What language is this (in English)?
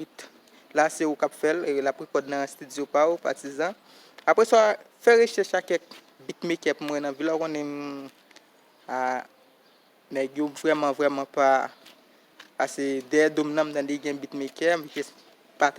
Haitian Creole